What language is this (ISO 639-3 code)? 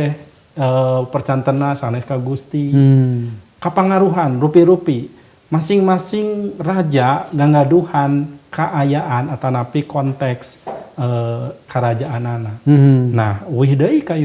sun